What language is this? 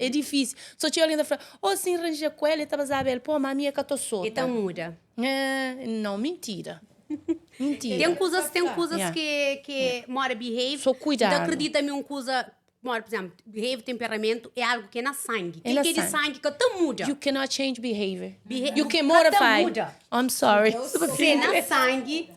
Kabuverdianu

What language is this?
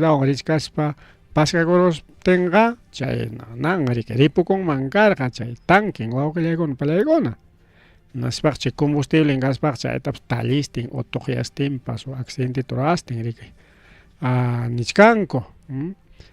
Ayacucho Quechua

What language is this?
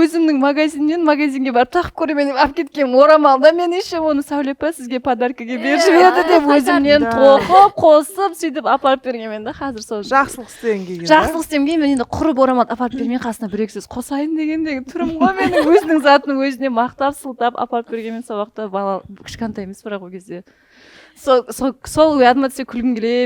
Kara-Kalpak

